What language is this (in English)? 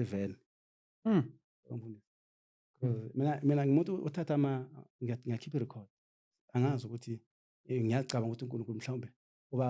Zulu